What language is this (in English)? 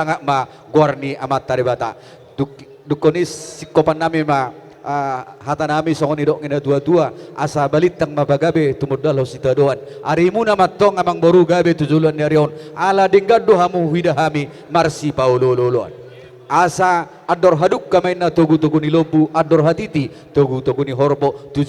Batak Toba